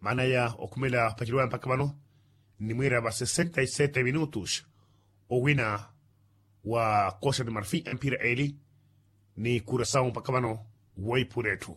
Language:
Makhuwa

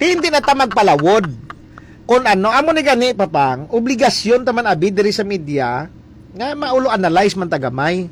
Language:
Hiligaynon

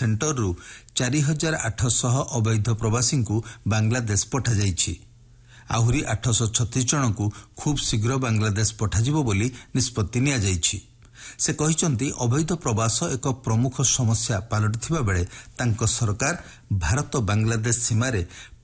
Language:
Odia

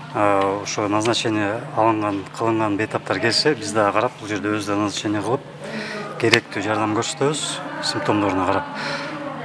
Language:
Kyrgyz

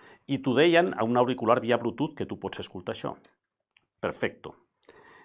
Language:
Catalan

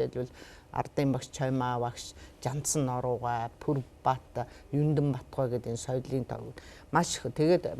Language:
Mongolian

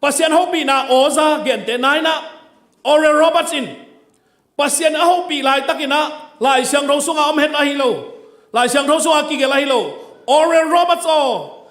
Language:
Tedim Chin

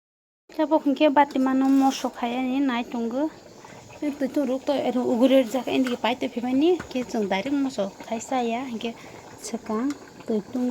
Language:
Kok Borok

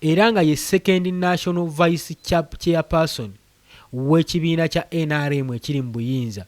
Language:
Ganda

